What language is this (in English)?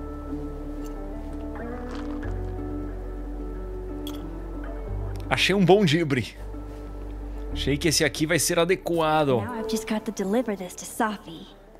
Portuguese